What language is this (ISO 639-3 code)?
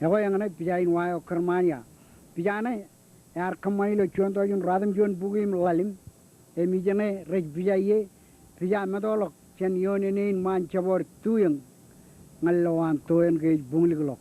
mah